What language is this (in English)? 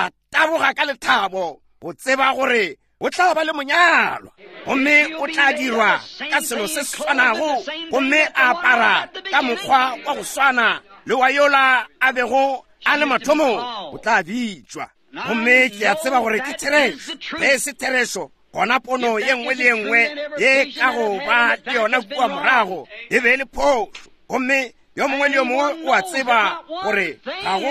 Northern Sotho